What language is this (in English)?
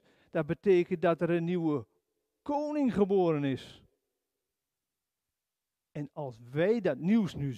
Dutch